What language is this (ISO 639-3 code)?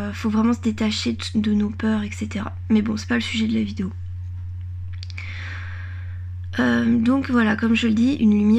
fra